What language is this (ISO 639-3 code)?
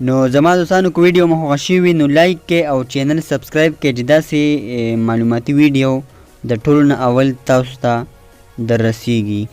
pus